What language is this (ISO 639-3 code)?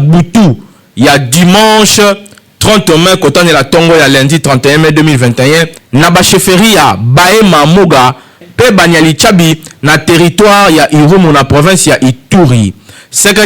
lin